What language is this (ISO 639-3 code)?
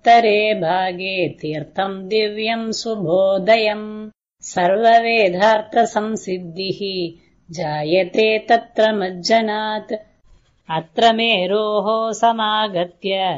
san